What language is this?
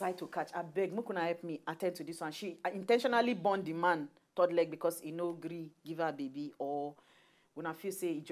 Nigerian Pidgin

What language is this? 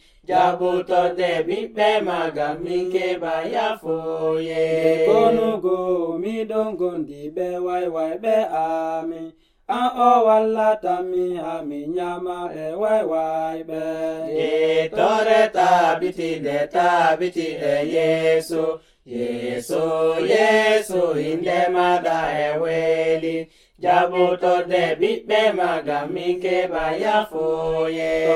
Nigerian Fulfulde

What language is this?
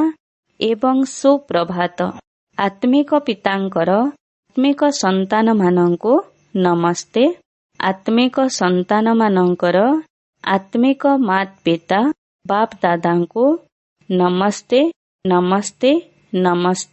Odia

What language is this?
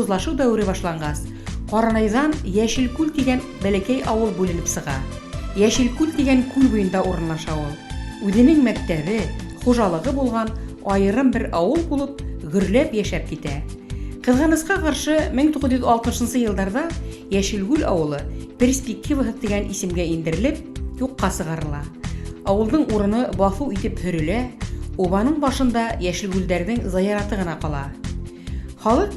Bashkir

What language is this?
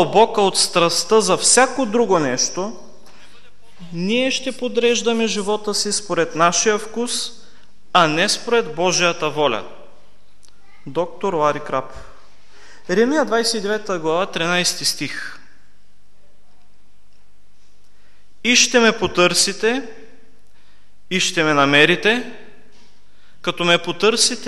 Bulgarian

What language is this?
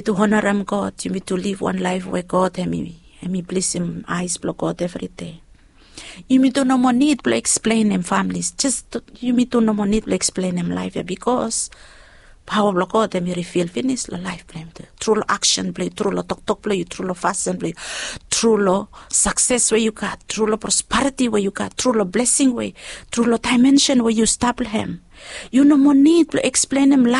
Bislama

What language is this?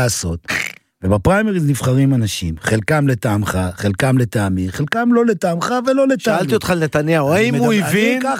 Hebrew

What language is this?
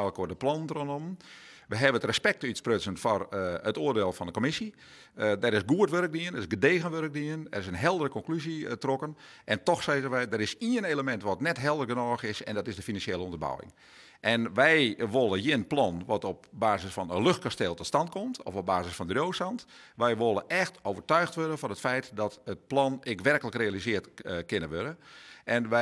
Western Frisian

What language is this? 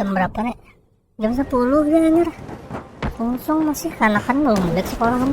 Banjar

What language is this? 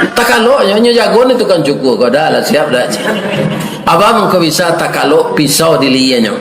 Minangkabau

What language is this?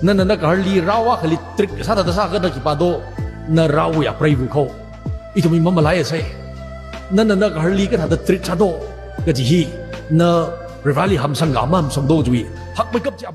Tangkhul Naga (India)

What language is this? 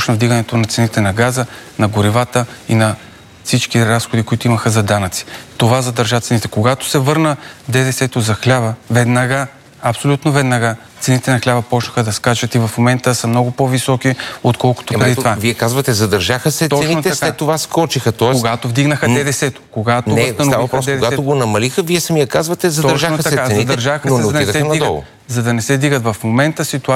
Bulgarian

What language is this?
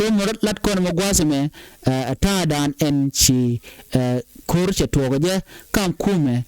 Nuer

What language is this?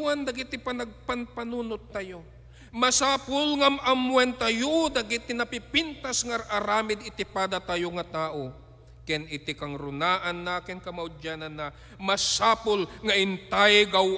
Iloko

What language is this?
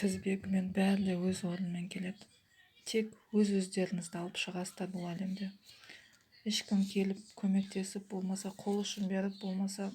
Kazakh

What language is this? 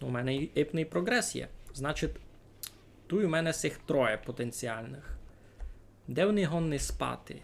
Rusyn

